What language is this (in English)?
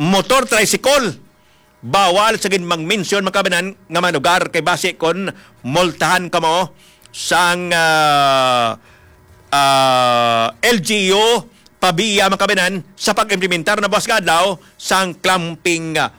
Hiligaynon